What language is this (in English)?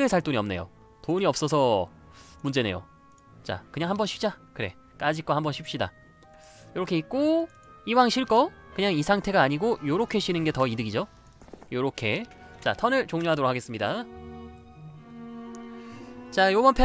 Korean